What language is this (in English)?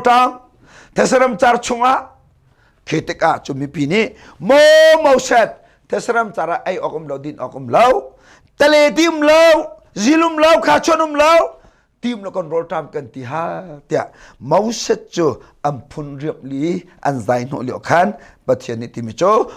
Hakha Chin